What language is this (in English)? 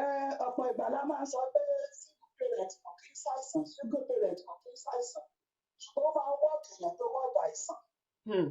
Yoruba